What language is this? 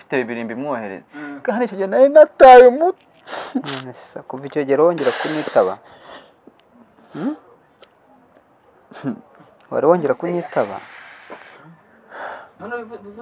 Kinyarwanda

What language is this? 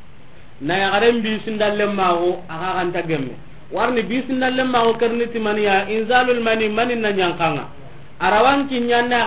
Soninke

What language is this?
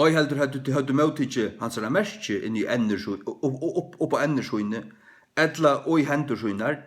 Faroese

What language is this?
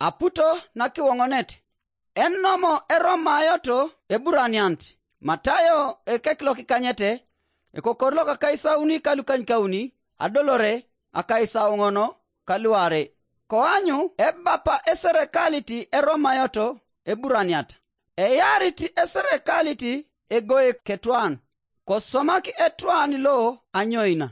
Teso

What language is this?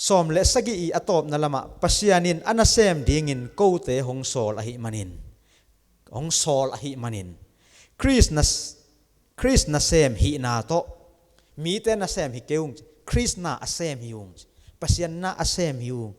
Tedim Chin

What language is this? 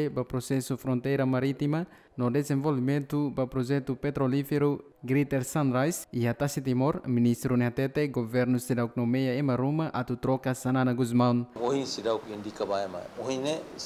Tetum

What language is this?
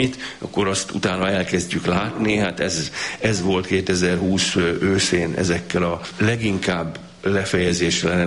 Hungarian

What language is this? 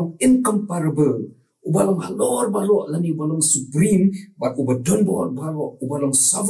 Khasi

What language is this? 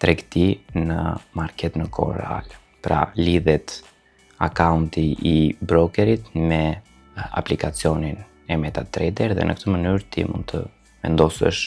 Albanian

